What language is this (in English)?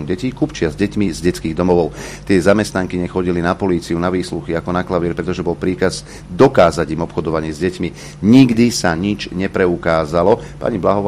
Slovak